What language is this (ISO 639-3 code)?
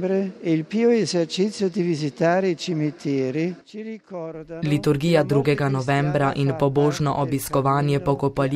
slv